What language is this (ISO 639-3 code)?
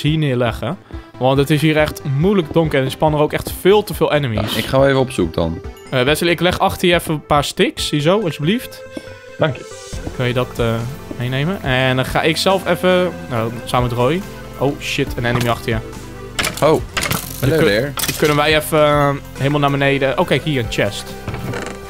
nld